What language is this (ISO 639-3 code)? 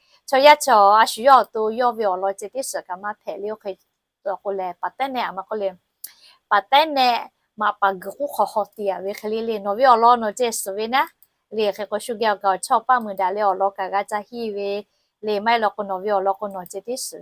lhu